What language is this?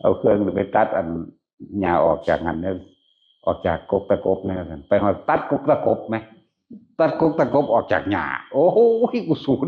Northeastern Thai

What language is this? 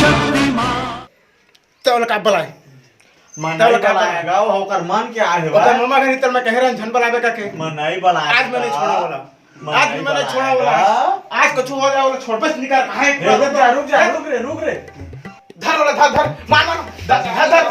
Chhattisgarhi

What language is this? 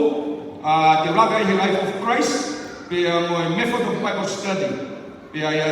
Tongan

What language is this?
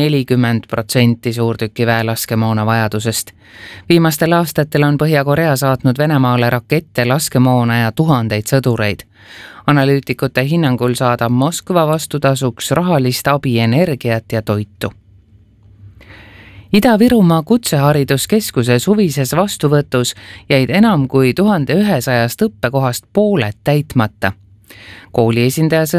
Estonian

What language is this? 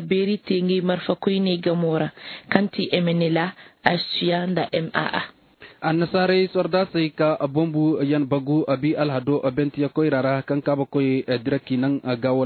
Zarma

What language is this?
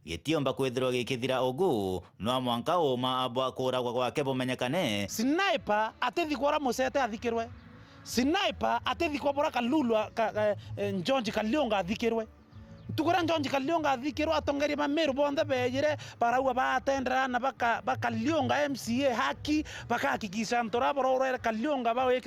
Meru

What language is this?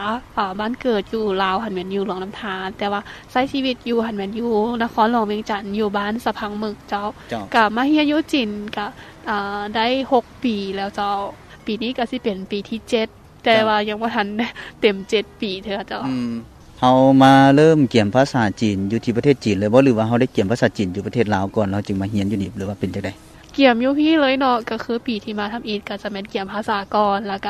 Lao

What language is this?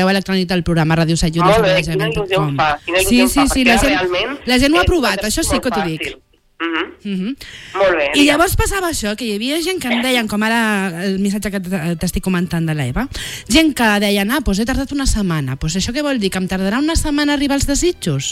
Catalan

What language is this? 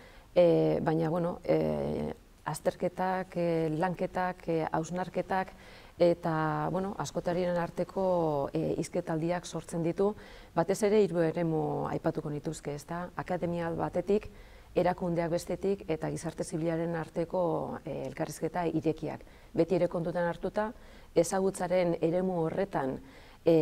Basque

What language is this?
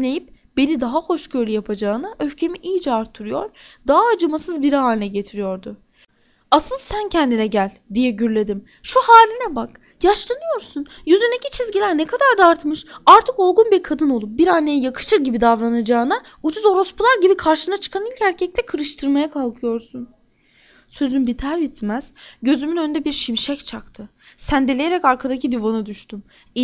Turkish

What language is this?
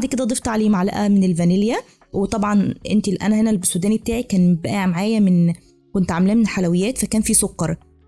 Egyptian Arabic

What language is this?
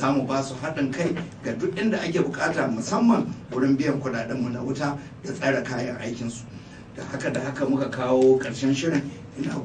Hausa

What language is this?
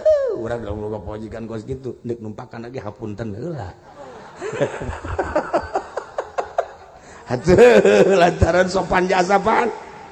Sundanese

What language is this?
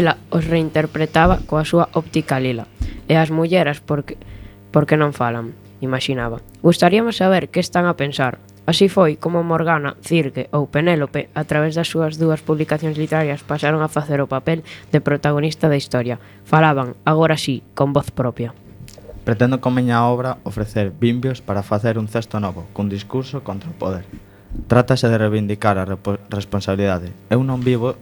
Galician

